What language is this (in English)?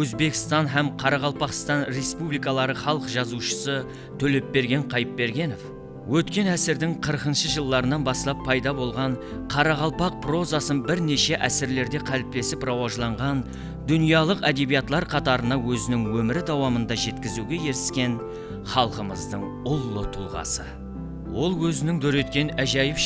Kara-Kalpak